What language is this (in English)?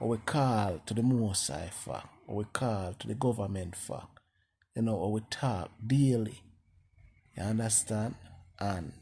Jamaican Creole English